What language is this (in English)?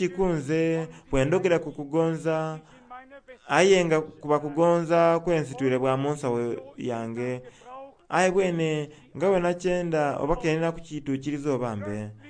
Soga